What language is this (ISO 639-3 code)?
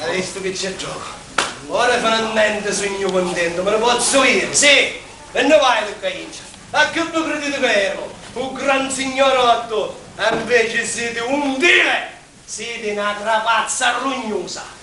scn